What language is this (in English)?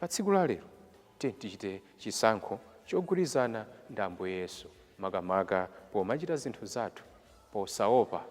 Nyanja